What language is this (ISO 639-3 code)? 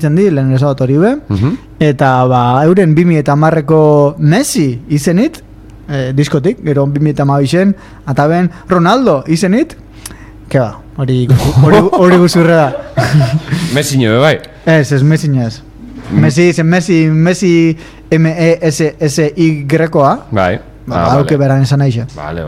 eus